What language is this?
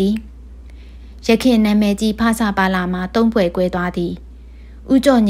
Burmese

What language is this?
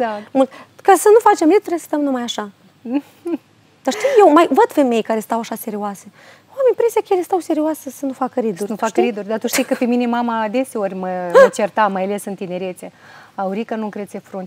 Romanian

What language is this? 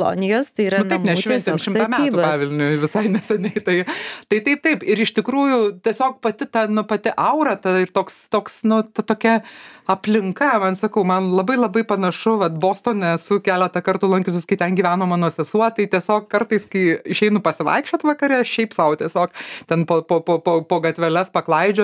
Lithuanian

